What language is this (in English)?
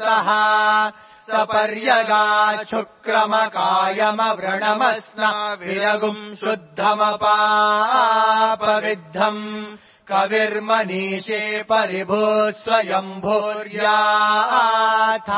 Sanskrit